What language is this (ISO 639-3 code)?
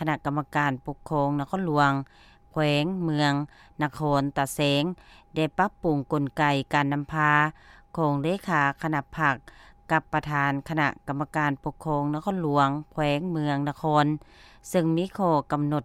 lao